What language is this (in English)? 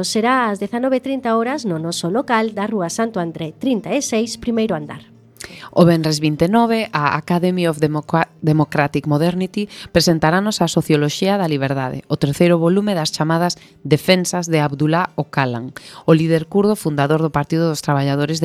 Galician